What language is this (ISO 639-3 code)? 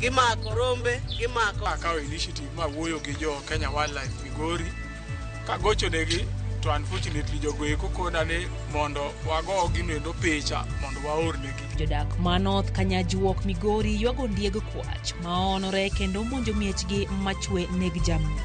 luo